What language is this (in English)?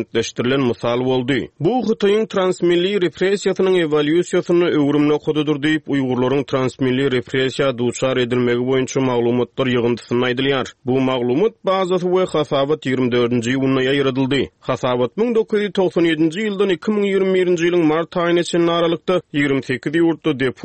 Turkmen